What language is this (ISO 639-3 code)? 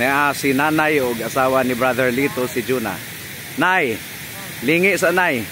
ceb